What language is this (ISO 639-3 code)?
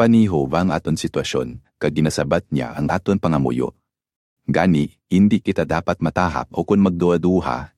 hil